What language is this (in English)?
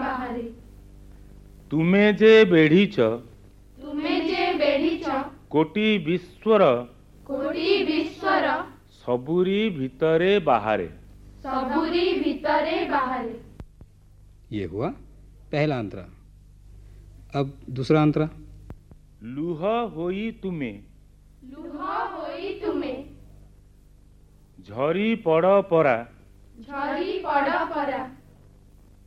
Odia